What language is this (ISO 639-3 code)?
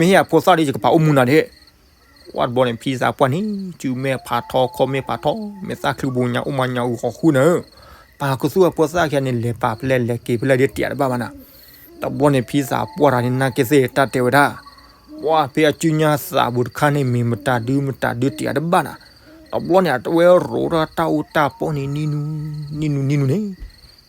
ksw